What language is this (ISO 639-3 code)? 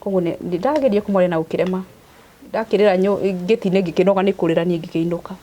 kik